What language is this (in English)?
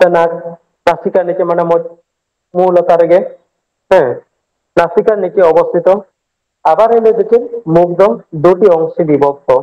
Santali